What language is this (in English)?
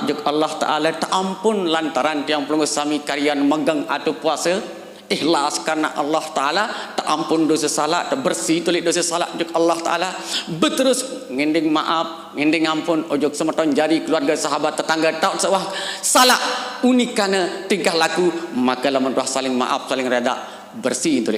Sasak